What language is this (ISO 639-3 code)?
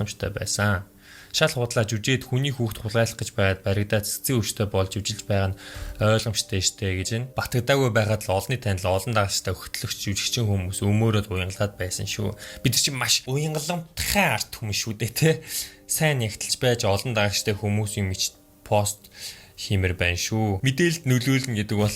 mon